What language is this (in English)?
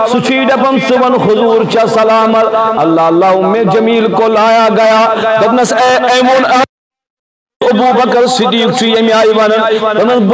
Kashmiri